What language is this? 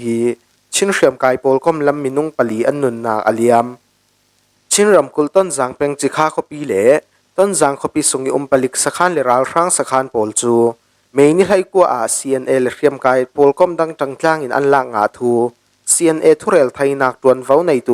Falam Chin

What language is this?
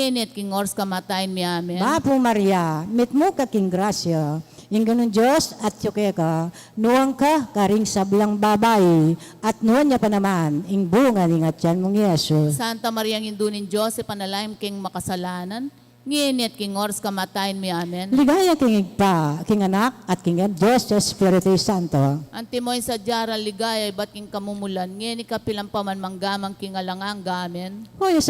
Pampanga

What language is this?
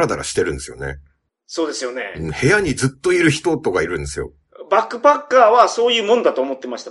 Japanese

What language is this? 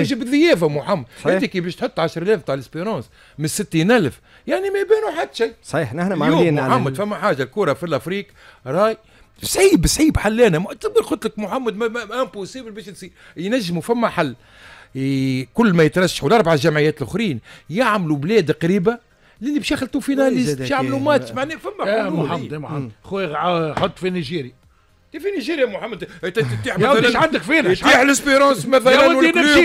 Tunisian Arabic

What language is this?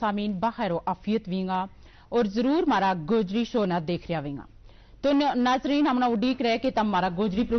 Gujari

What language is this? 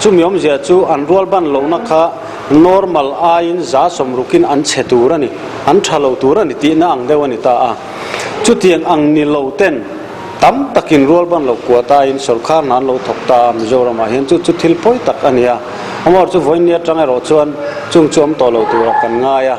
Mizo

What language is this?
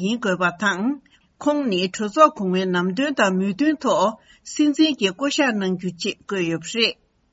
Tibetan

